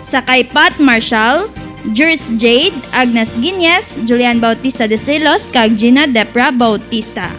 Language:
Hiligaynon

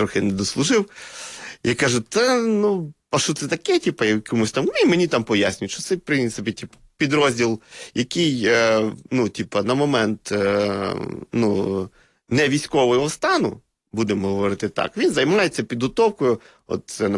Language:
Ukrainian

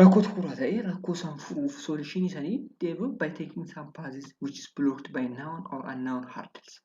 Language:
Oromo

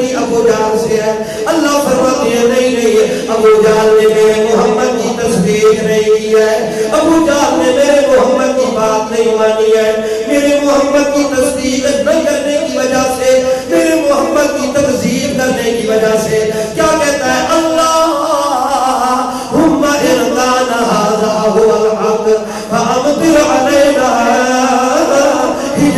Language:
Urdu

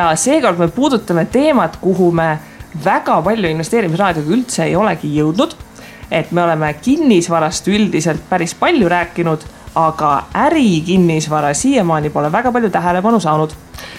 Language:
Estonian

